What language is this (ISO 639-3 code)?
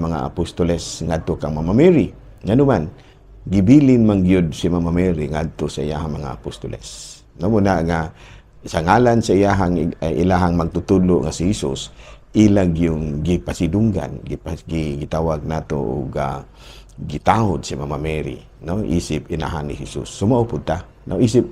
ceb